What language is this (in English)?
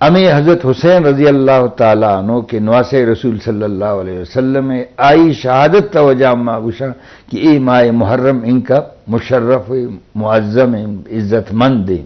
Eastern Balochi